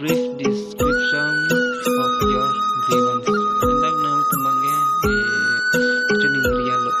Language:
Karbi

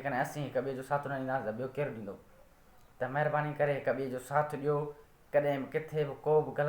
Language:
Sindhi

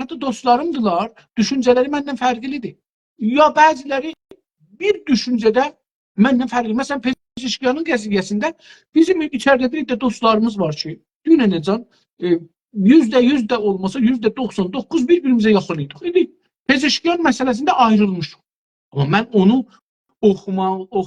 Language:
South Azerbaijani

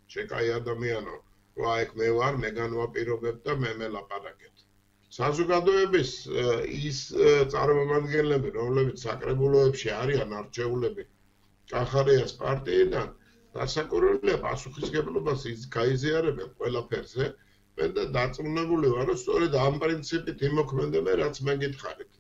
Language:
Georgian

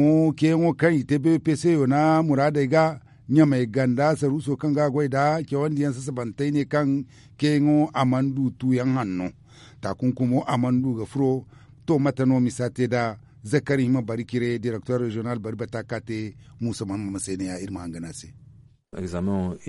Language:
Zarma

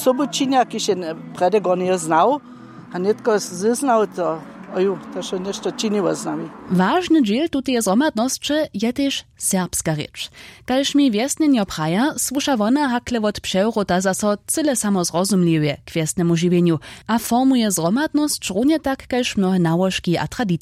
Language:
Upper Sorbian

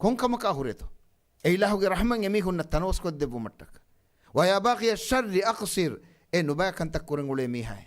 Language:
Divehi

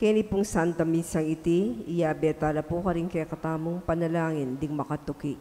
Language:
Pampanga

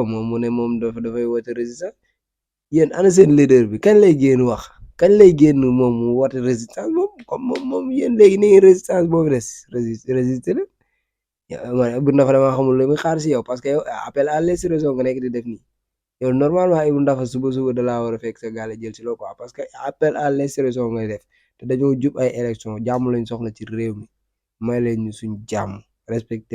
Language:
Wolof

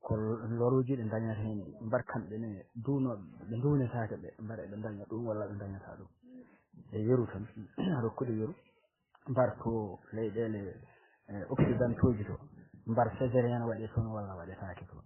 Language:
Fula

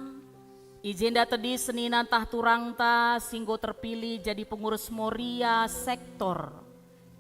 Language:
Batak Karo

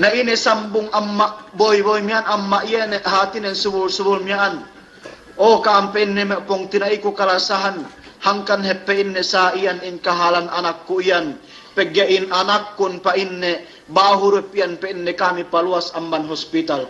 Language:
Yakan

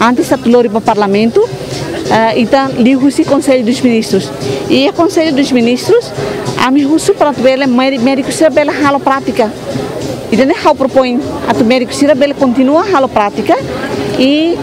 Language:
Tetum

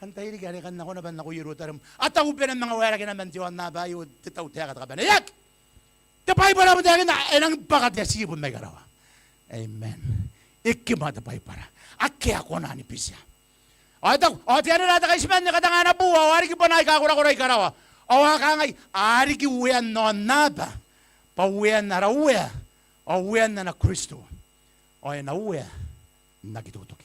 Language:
Gilbertese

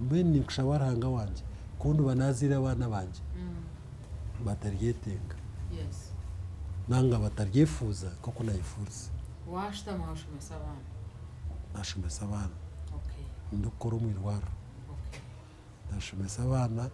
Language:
Nyankole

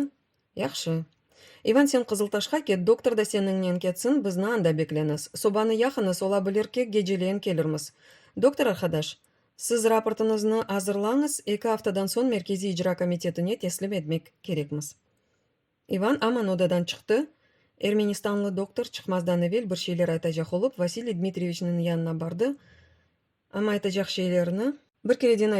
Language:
Crimean Tatar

